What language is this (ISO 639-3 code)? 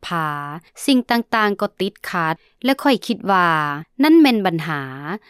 lao